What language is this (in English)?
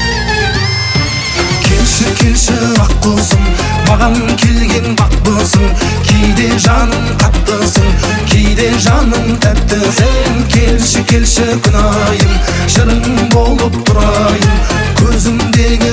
Kazakh